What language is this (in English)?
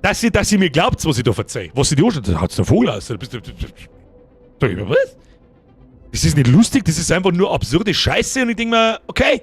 Bavarian